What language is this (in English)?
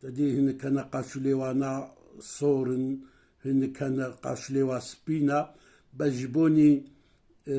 Kurdish